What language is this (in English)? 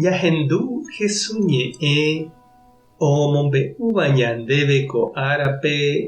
Guarani